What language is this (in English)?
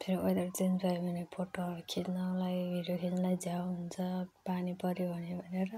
Nepali